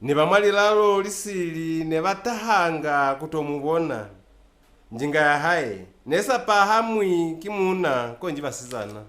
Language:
Lozi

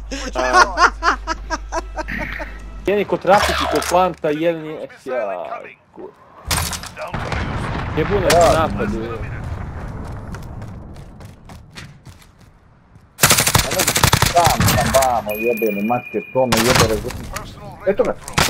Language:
Croatian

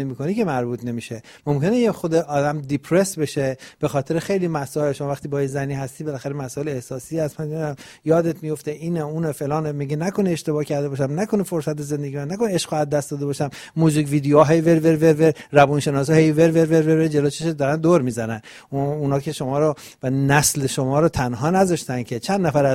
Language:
Persian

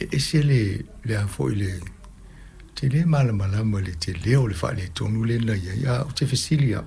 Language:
Samoan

